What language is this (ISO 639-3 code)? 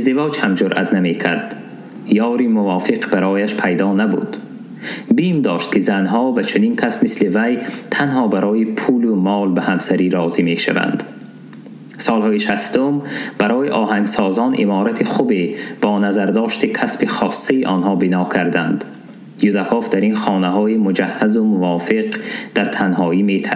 tgk